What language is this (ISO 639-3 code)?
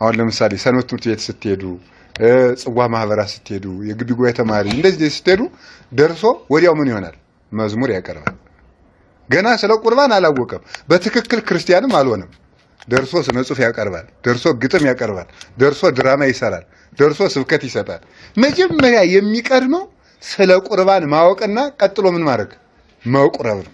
amh